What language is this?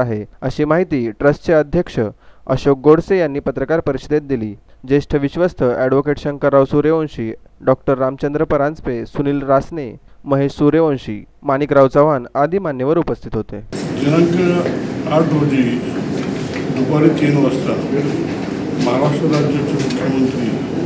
Marathi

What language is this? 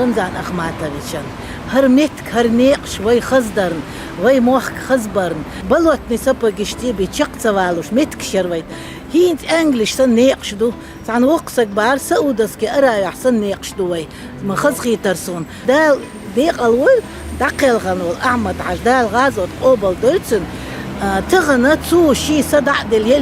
Chechen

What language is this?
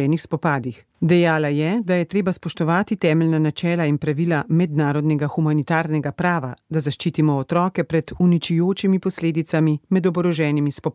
Slovenian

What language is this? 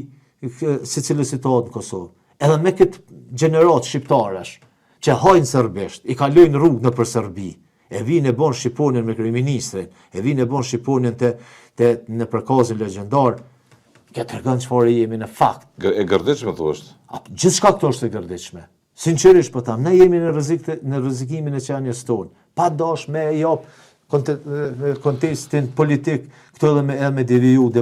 Albanian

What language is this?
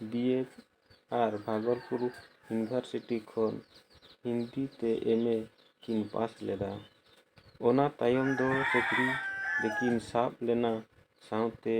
Santali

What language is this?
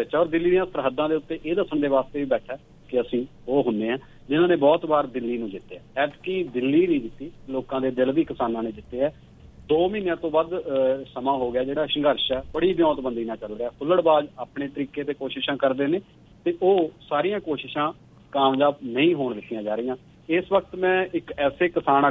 Punjabi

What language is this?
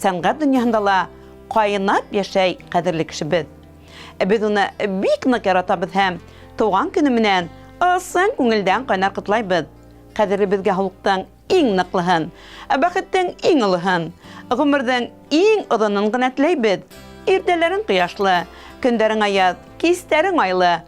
Bashkir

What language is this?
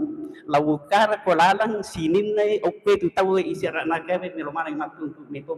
Buginese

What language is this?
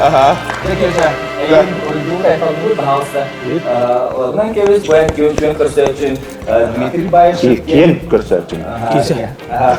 Yakut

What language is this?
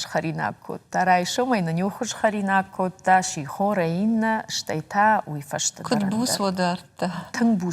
Ossetic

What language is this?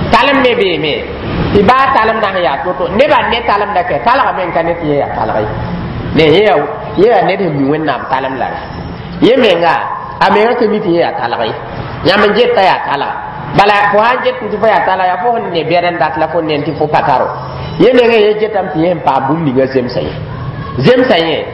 Mossi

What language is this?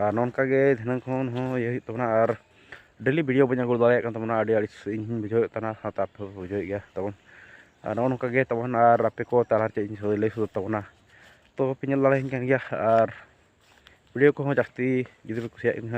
Santali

